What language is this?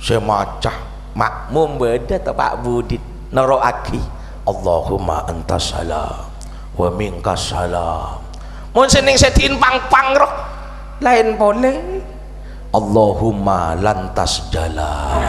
Madurese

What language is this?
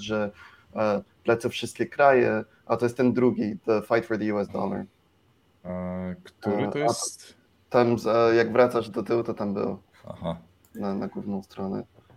Polish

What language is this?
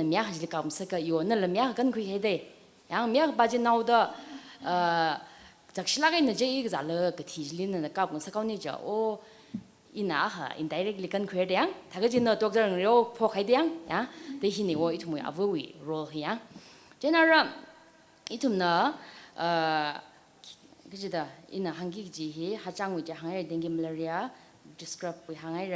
Tangkhul Naga (India)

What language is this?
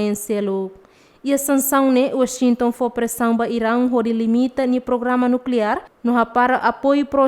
Tetum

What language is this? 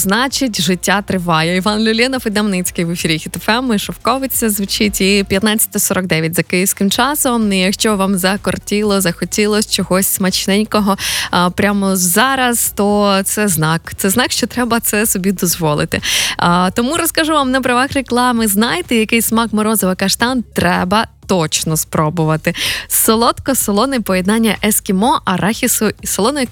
Ukrainian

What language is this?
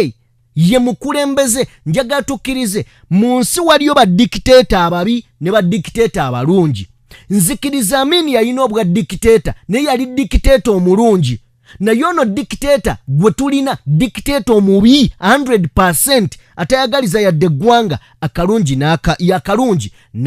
Ganda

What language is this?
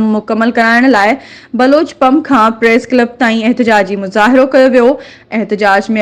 Sindhi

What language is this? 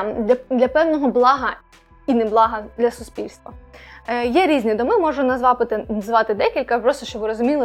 Ukrainian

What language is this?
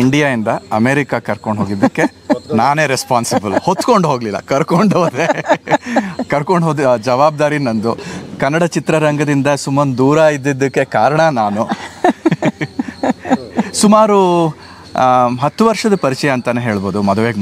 Kannada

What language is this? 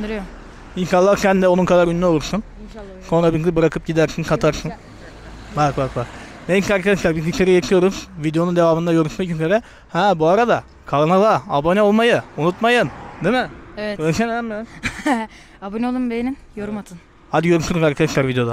Turkish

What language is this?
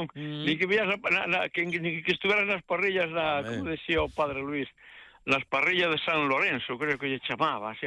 Galician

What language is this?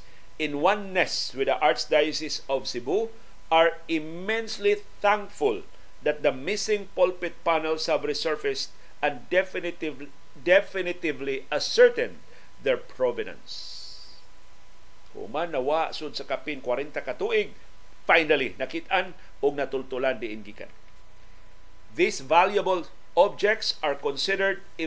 Cebuano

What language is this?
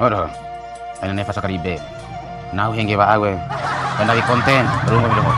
Bima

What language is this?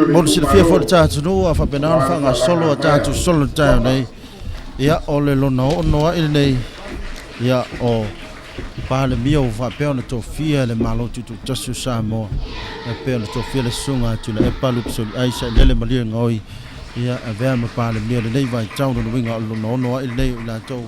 Samoan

